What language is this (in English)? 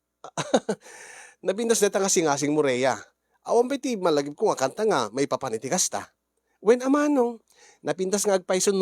Iloko